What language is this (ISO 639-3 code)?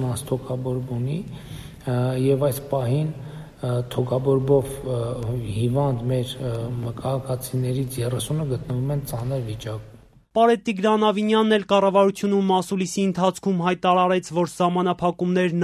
hye